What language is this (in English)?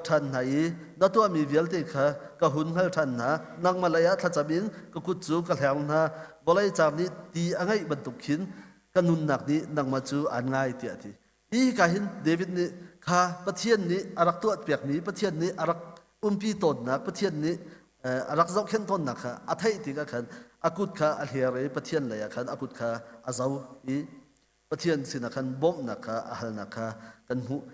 Hakha Chin